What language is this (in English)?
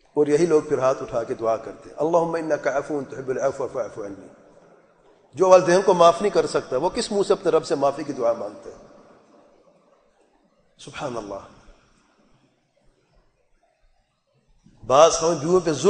Urdu